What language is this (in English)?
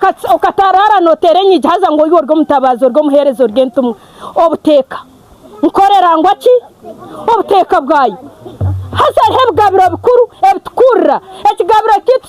Nyankole